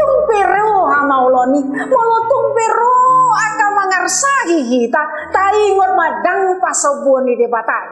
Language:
Batak Toba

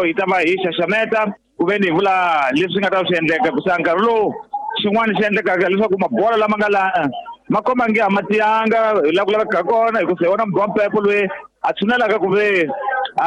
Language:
Tsonga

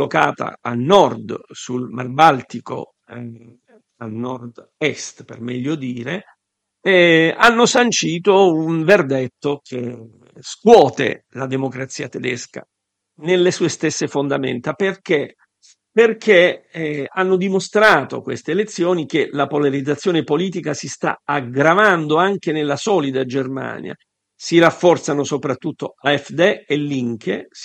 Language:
Italian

